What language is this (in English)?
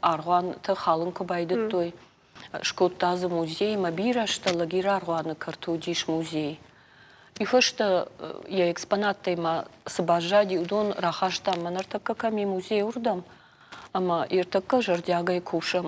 Ossetic